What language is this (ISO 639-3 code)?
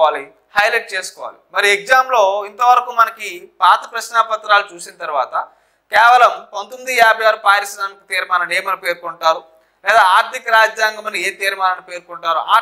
tel